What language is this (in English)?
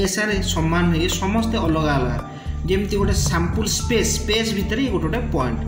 Odia